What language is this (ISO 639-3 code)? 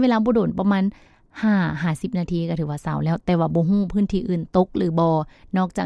lao